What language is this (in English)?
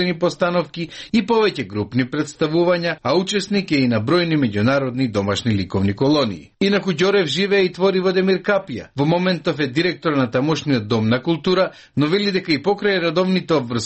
Macedonian